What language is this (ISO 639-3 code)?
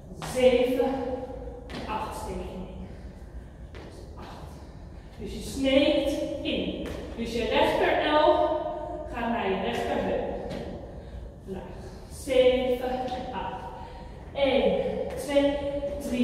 nld